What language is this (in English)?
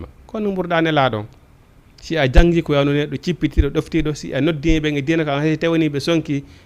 Fula